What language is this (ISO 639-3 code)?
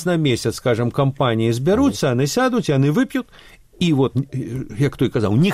bel